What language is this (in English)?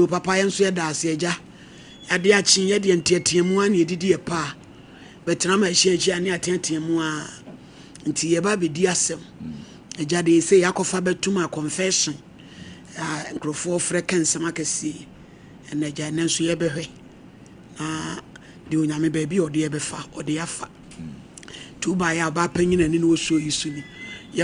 Akan